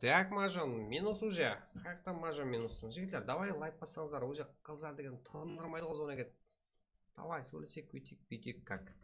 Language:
Kara-Kalpak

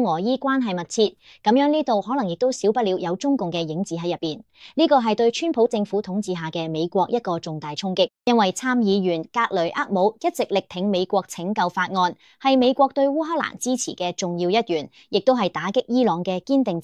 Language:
Cantonese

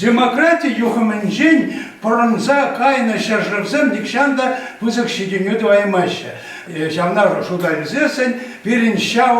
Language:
Chuvash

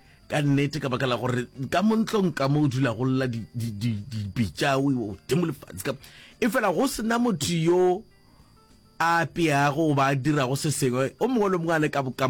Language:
Northern Sotho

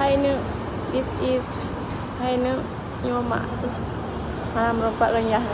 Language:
Achinese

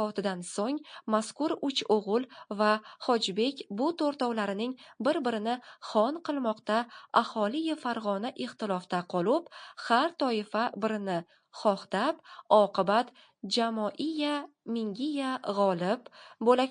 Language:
Uzbek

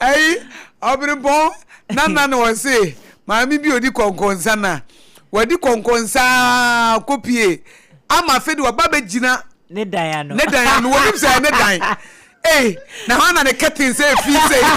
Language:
Akan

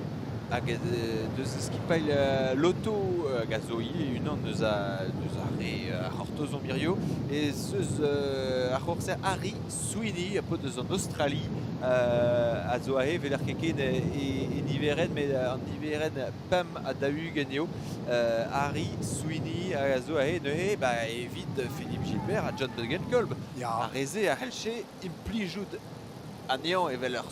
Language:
Breton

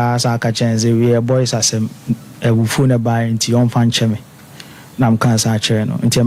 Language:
Akan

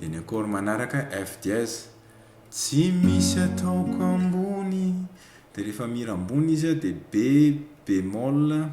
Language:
Malagasy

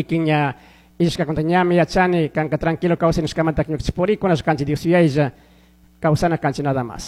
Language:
Chimborazo Highland Quichua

